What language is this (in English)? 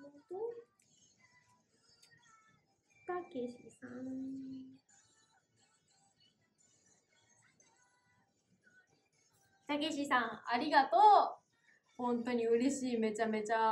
Japanese